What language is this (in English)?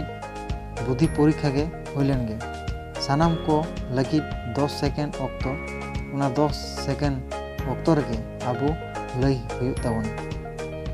Santali